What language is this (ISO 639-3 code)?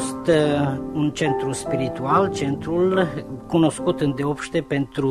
ron